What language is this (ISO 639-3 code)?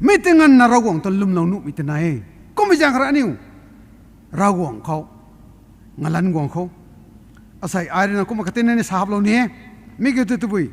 nbu